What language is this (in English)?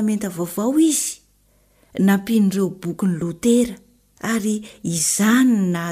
Malagasy